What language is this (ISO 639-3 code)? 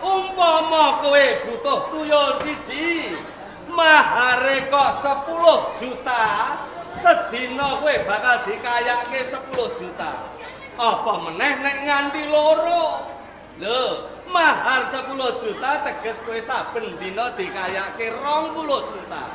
jav